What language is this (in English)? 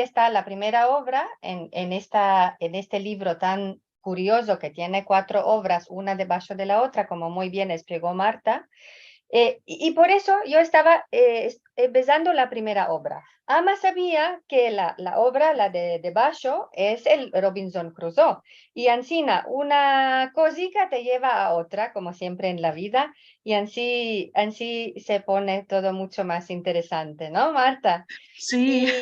Ladino